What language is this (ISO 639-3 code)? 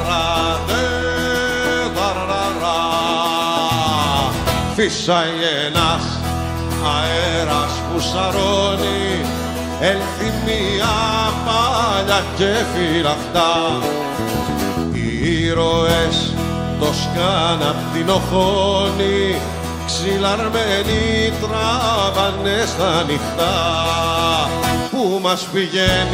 ell